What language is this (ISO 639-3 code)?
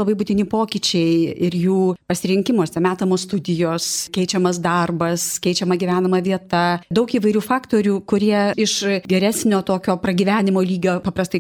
lit